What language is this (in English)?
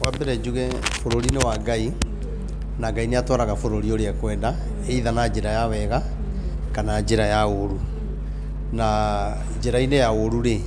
Kikuyu